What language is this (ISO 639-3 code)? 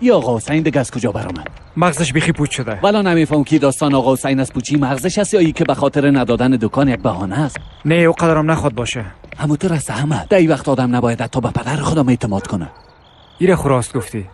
fas